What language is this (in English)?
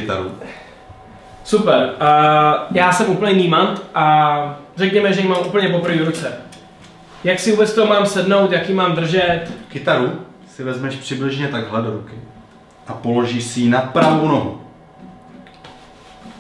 Czech